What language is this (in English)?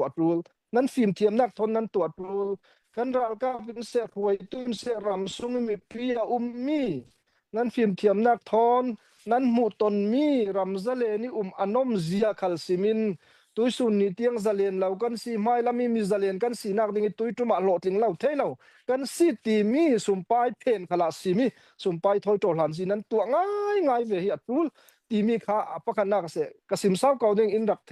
Falam Chin